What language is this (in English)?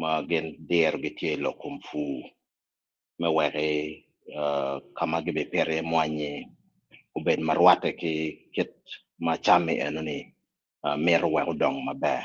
Acoli